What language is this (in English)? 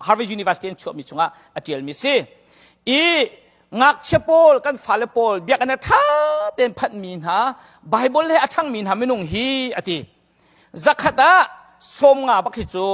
Hakha Chin